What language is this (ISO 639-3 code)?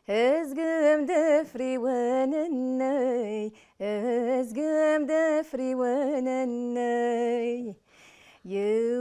arq